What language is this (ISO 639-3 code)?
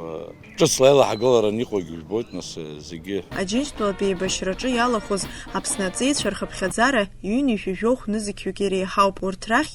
abk